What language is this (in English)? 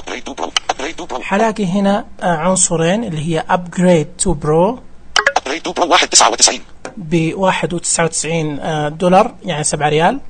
Najdi Arabic